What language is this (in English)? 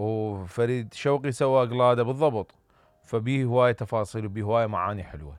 Mesopotamian Arabic